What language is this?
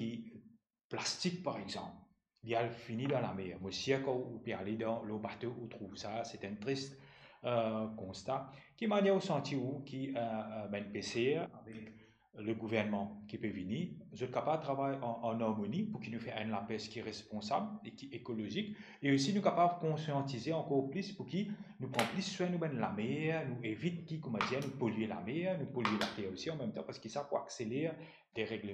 Morisyen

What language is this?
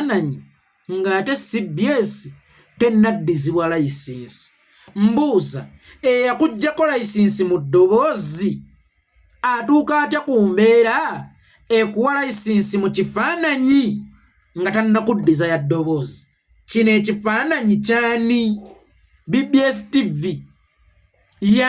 Ganda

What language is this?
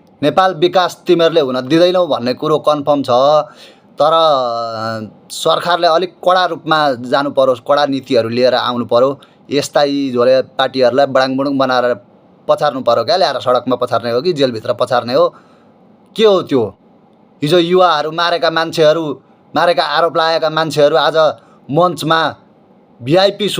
Nepali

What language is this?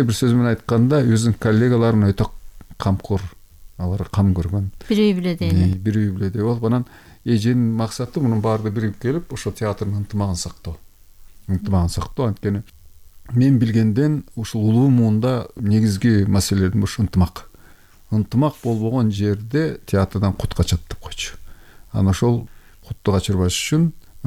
Kyrgyz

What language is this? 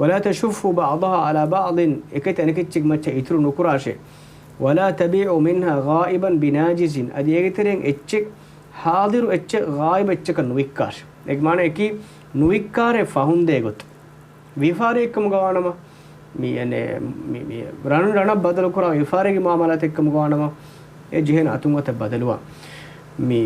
Divehi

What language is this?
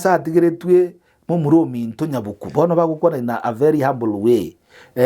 Gusii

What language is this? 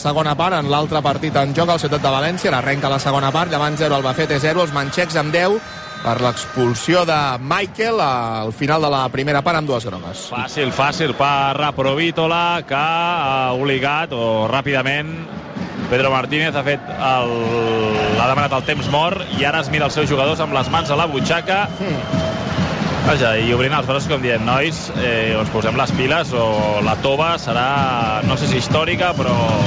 Catalan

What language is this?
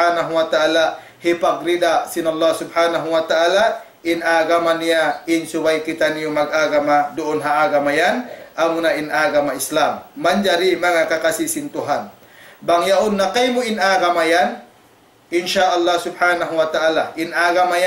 Tausug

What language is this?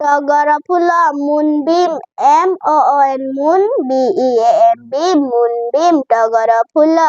Odia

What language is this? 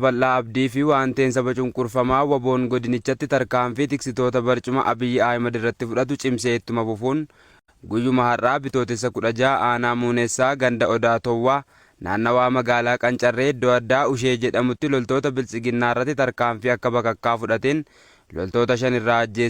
Oromo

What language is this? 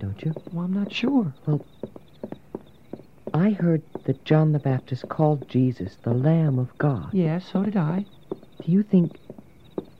English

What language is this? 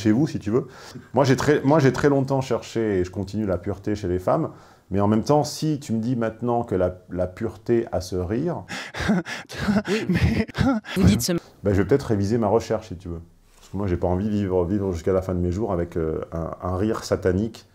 French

